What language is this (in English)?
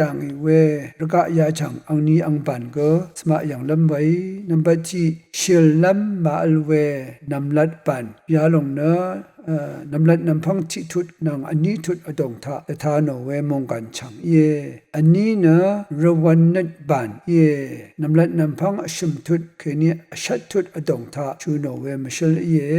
Rawang